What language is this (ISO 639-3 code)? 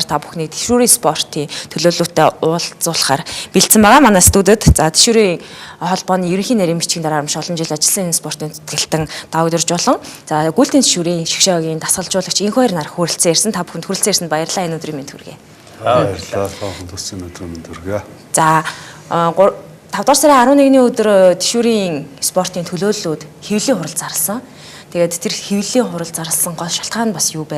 mon